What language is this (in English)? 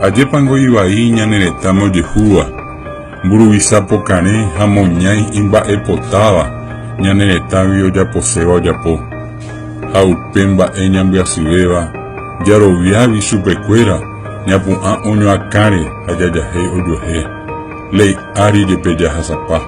Guarani